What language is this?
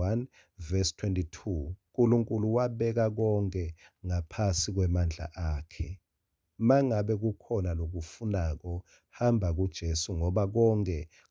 Swati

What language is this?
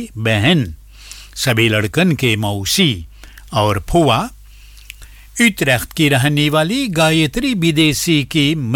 Bhojpuri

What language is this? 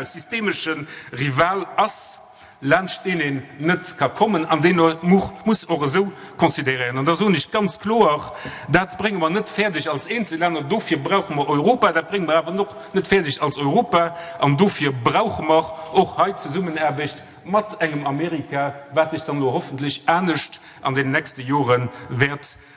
Luxembourgish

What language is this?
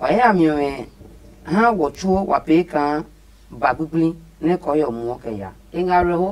Adangme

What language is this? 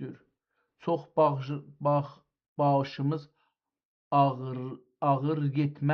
South Azerbaijani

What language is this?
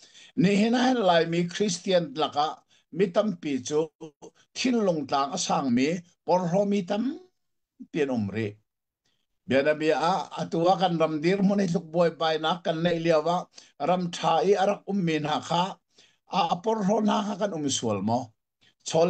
Hakha Chin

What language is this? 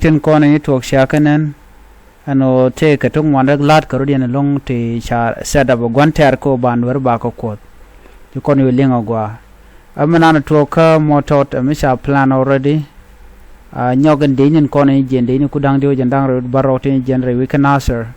Nuer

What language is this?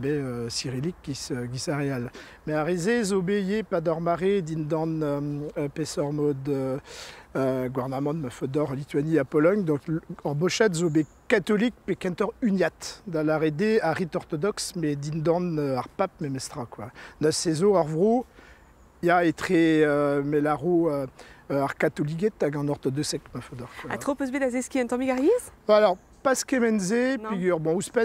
Breton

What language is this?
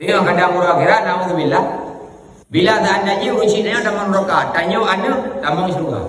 Achinese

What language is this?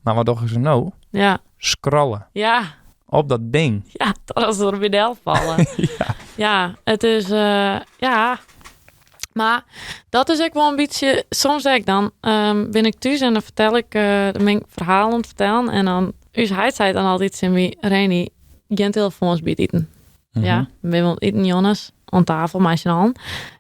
Western Frisian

